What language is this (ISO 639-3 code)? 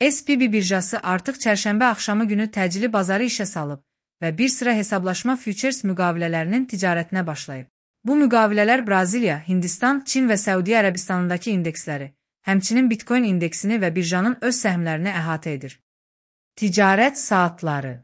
aze